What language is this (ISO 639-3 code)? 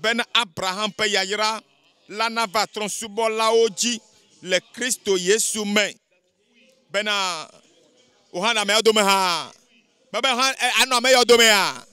ewe